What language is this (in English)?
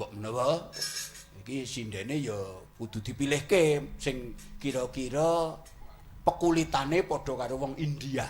Javanese